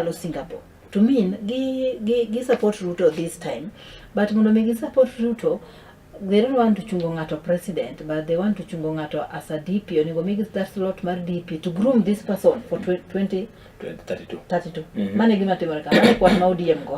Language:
Luo (Kenya and Tanzania)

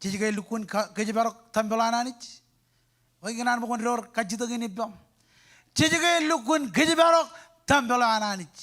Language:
Marshallese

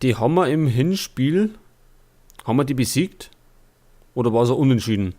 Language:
Bavarian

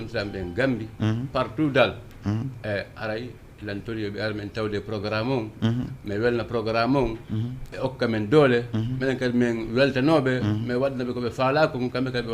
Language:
Fula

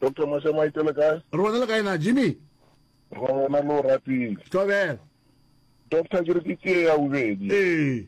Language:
Northern Sotho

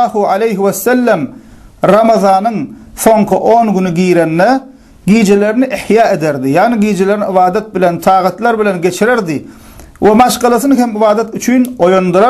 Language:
Turkmen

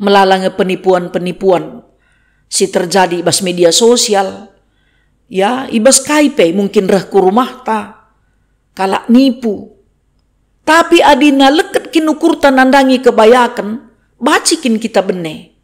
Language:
Batak Karo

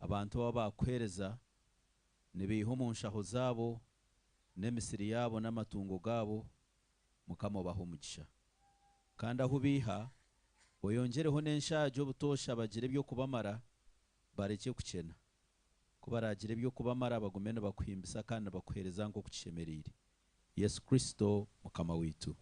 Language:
Nyankole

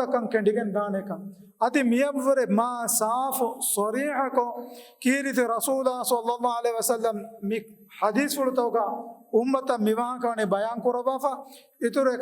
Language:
Divehi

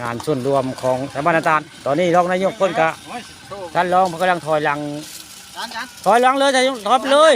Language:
Northeastern Thai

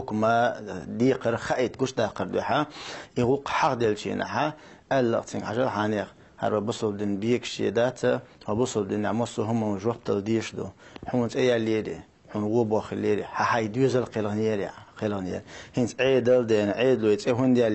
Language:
Chechen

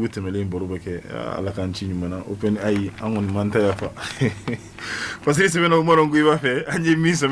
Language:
Bambara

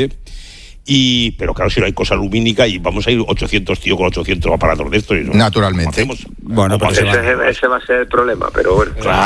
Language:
Spanish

